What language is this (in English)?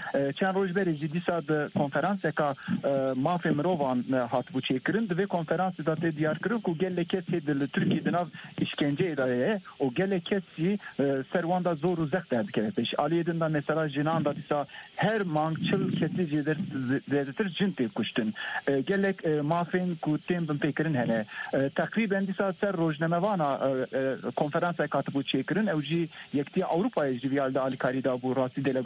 Kurdish